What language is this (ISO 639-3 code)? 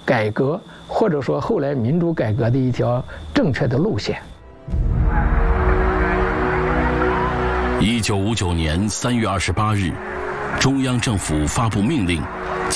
zho